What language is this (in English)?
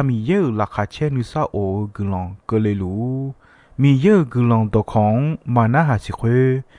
Akha